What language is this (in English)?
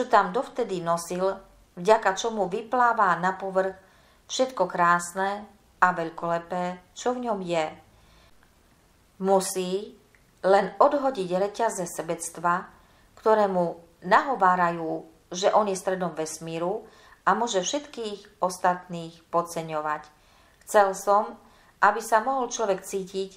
Slovak